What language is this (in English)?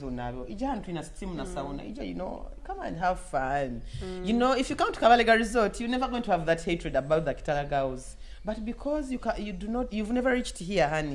Nyoro